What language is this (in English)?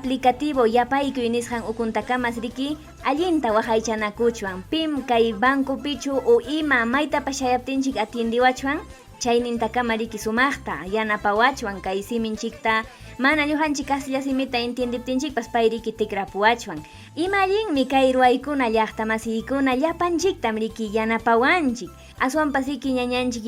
Ayacucho Quechua